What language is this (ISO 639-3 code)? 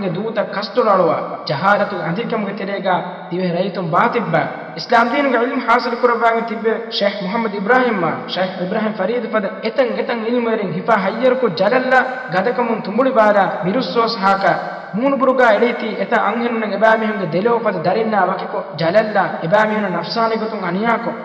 div